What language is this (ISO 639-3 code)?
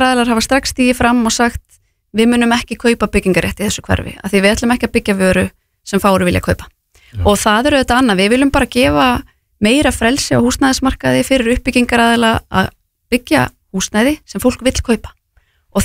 isl